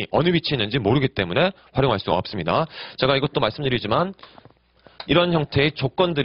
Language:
Korean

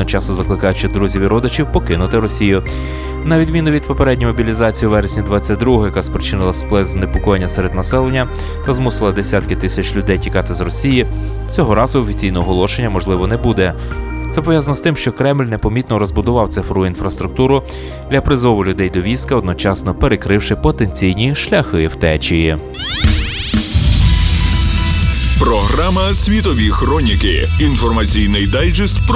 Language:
Ukrainian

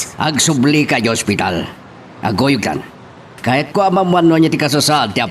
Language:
Iloko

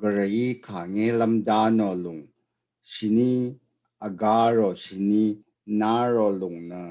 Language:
Rawang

